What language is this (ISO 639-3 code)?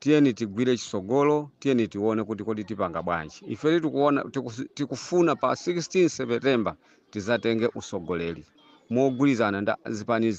nya